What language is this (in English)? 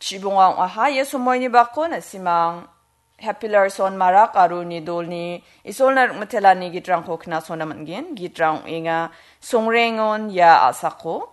Garo